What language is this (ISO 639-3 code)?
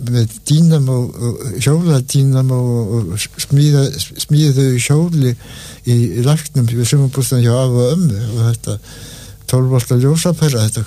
isl